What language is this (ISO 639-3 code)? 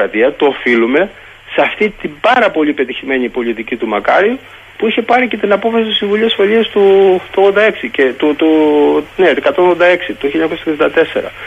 ell